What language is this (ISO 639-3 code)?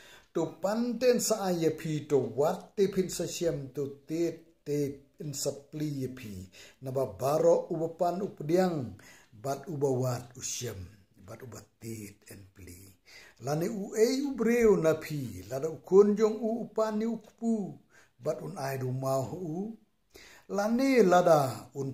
kha